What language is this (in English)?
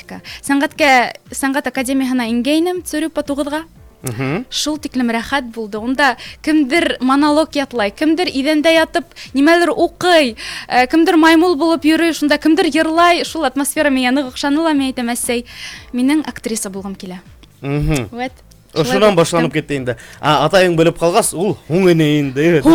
Bashkir